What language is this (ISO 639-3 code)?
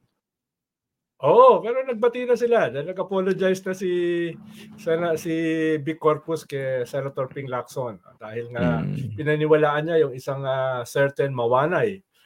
fil